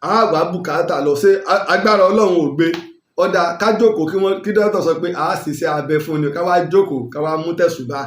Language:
Yoruba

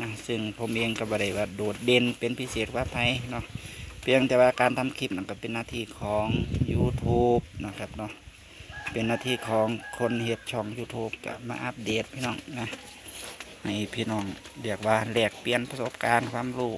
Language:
Northeastern Thai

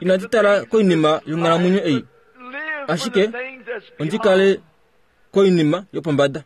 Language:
Kuanyama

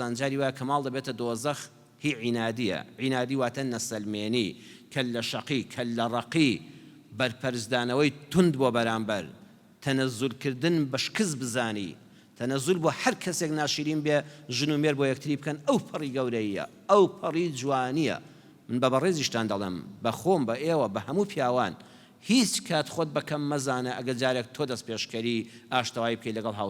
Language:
Central Kurdish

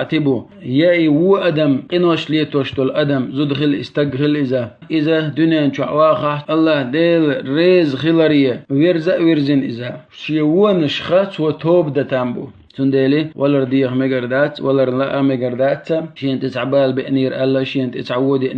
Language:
Chechen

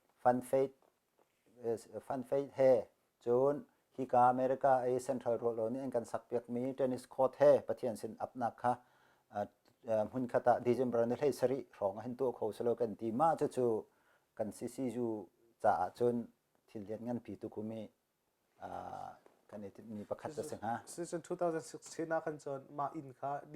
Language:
Hakha Chin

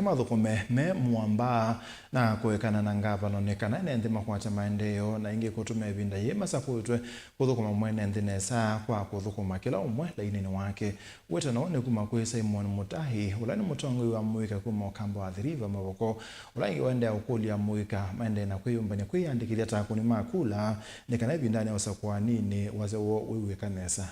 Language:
Kamba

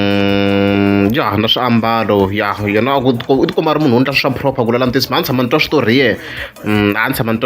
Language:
Tsonga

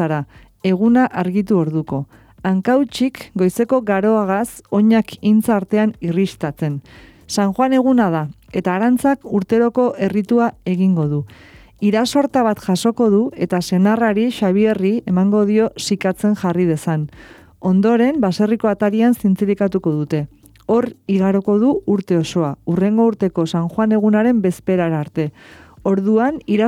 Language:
Basque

